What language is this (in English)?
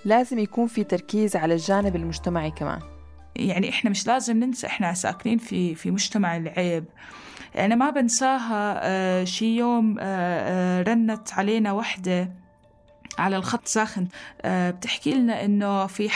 North Levantine Arabic